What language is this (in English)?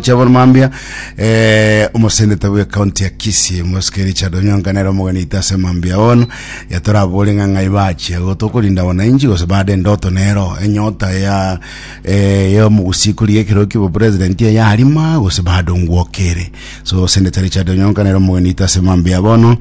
Gusii